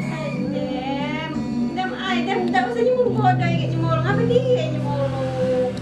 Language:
Musi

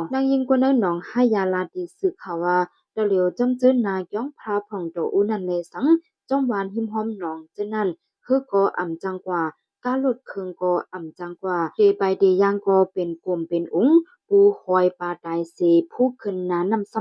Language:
Shan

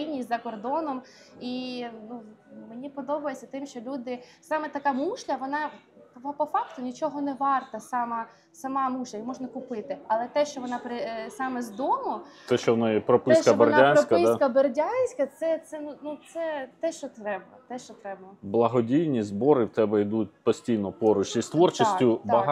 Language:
Ukrainian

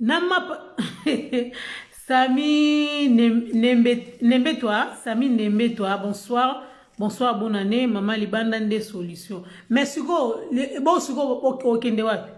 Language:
Lingala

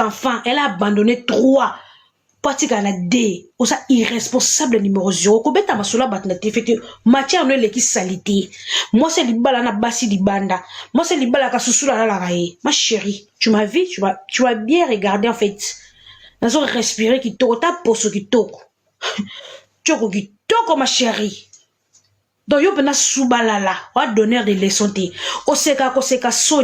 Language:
Lingala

